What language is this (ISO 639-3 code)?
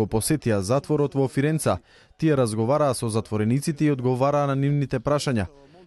mkd